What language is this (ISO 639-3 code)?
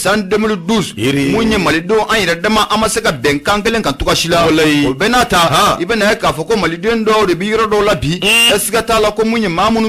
bam